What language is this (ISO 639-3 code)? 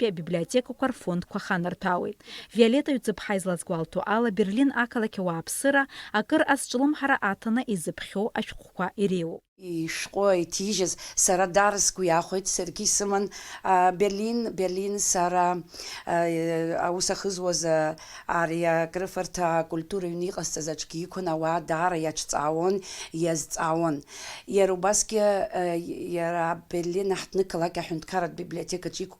abk